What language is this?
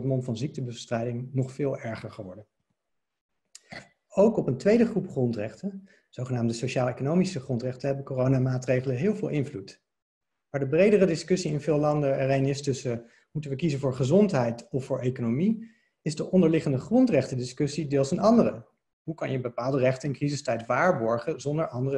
Dutch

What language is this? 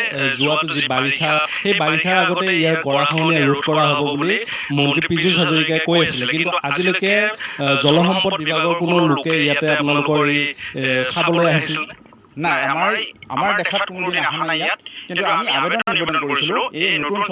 Assamese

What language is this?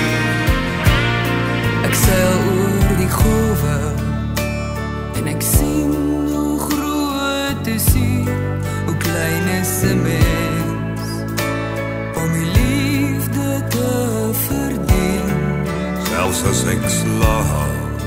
Afrikaans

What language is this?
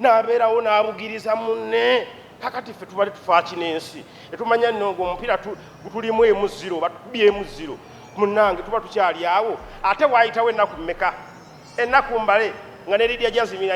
Ganda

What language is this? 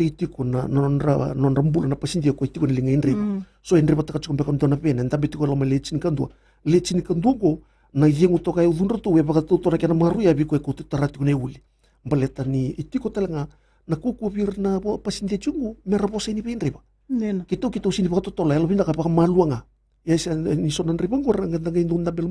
Fijian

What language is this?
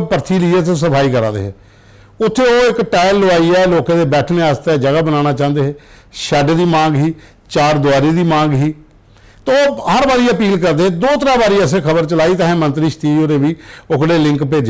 Dogri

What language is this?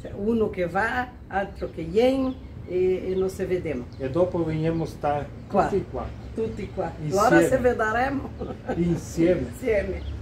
Venetian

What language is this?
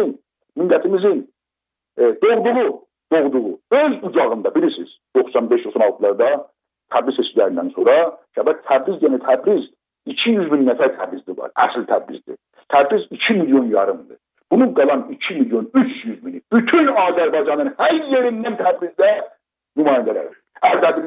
South Azerbaijani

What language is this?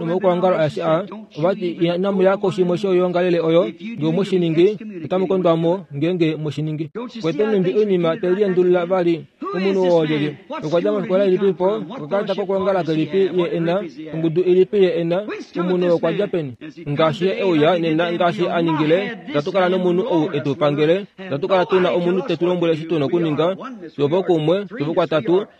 Kuanyama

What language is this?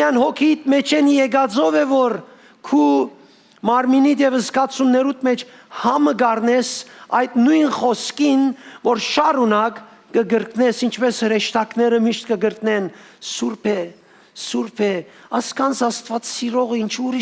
Western Armenian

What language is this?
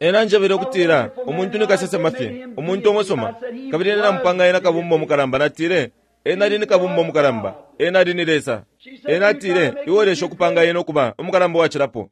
Bemba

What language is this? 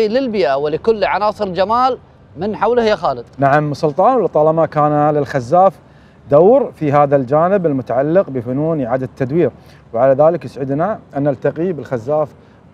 Arabic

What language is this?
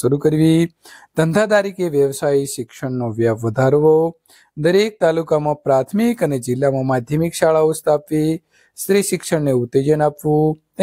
Gujarati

